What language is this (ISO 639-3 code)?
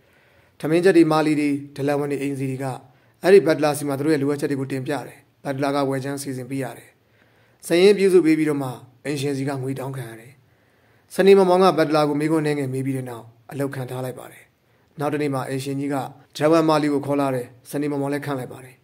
mya